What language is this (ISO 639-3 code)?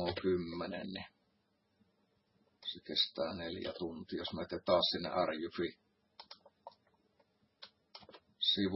fin